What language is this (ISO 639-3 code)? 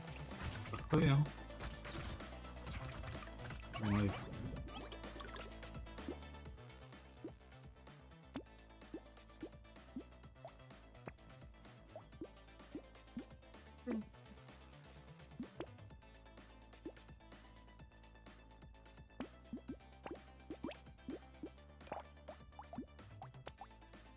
fra